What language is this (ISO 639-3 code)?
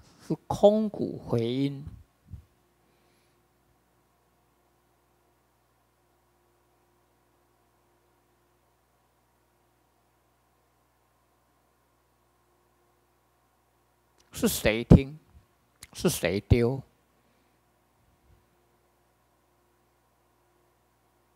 zho